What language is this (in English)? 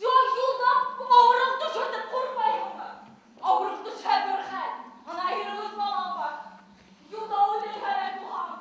Bashkir